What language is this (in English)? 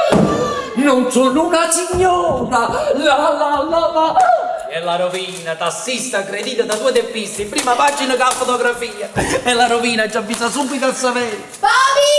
Neapolitan